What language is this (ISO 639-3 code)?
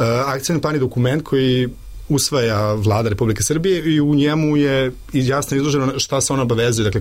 srp